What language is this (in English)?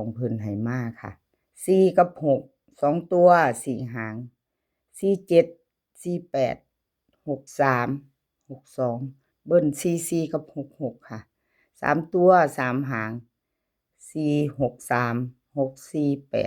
Northeastern Thai